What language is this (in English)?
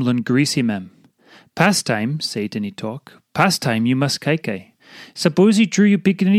Tok Pisin